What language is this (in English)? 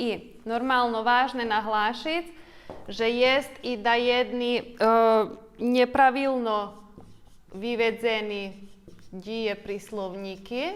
Rusyn